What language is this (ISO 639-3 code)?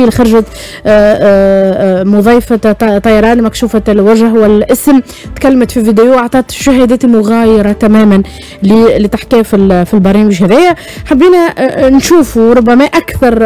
aeb